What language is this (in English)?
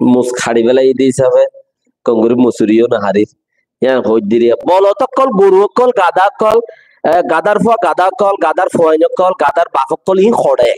Rohingya